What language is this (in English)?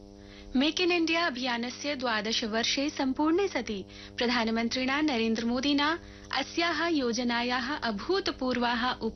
Sanskrit